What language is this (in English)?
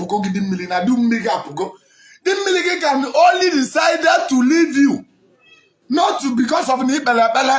Igbo